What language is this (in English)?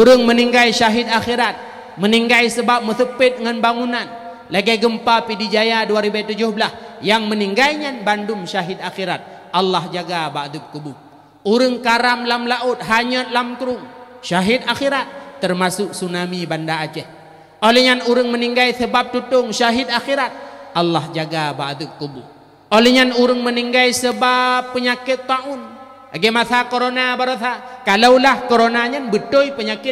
Achinese